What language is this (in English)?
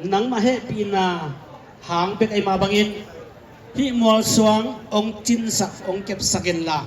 Tedim Chin